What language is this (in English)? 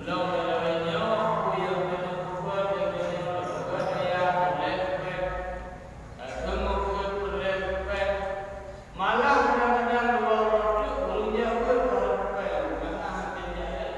Achinese